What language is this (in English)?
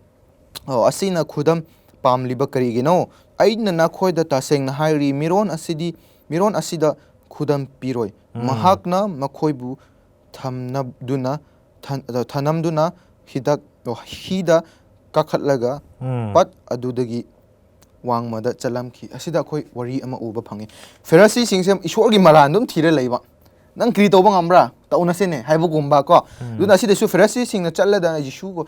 Manipuri